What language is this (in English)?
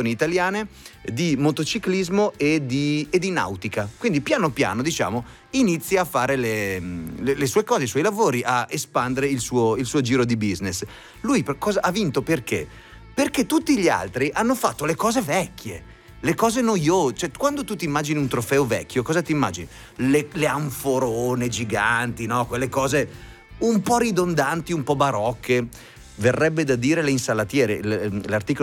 Italian